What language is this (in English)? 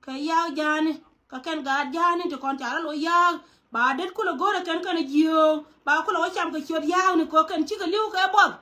Nuer